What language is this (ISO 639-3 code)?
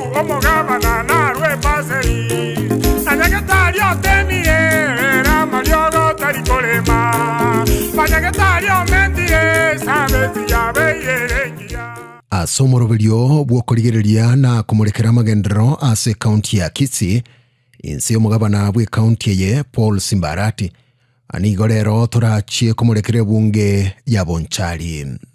guz